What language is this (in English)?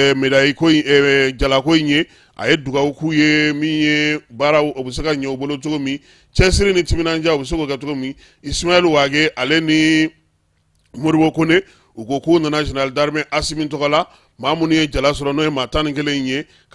Bambara